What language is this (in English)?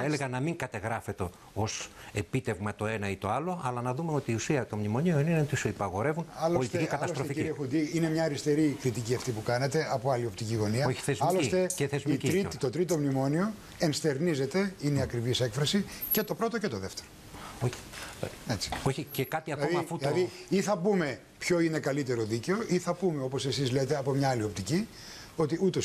Greek